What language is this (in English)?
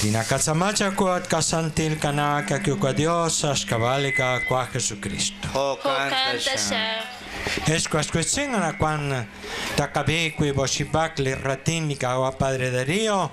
Kekchí